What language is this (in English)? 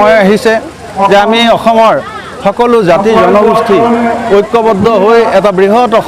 Assamese